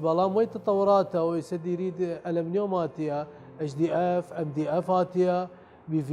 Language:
Southern Kurdish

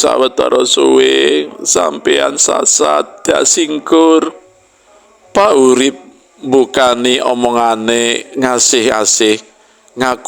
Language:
Javanese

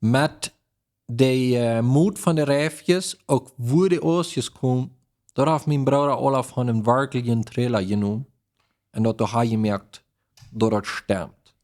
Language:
Plautdietsch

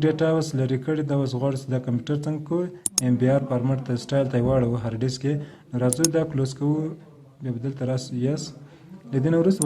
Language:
Pashto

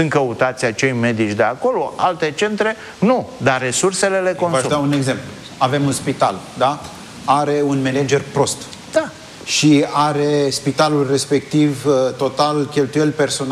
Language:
Romanian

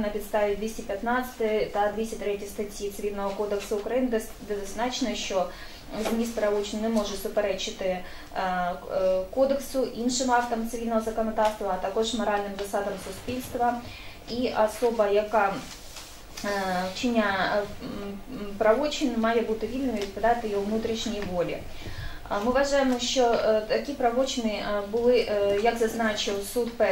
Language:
Ukrainian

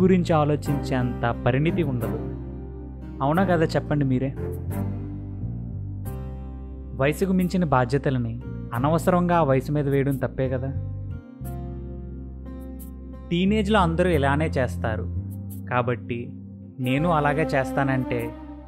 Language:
Telugu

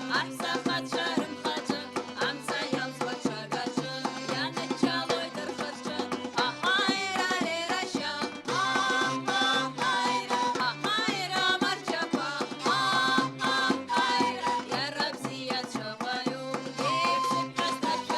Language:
Abkhazian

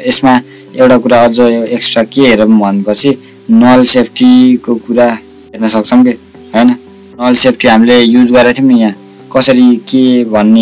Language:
Nepali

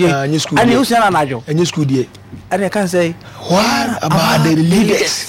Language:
Akan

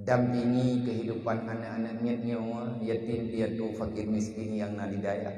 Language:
Achinese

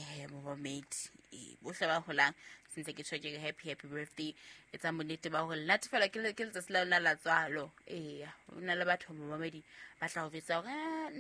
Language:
Southern Sotho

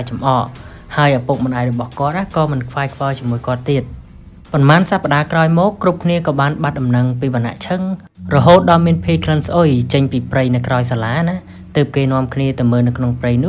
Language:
Khmer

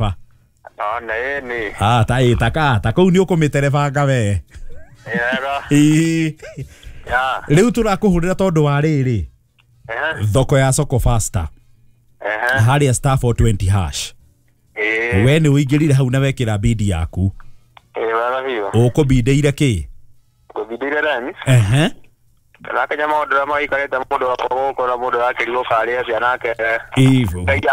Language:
Kikuyu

